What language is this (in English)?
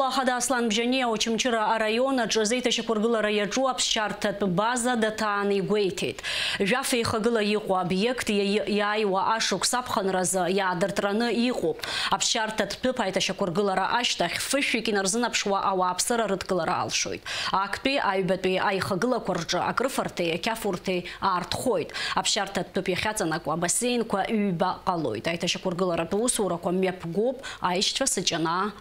Abkhazian